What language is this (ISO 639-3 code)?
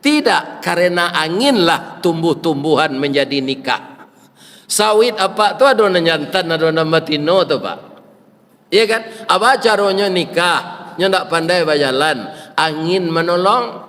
min